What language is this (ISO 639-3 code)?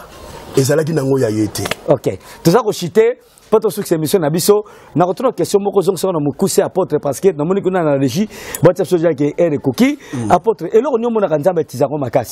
lin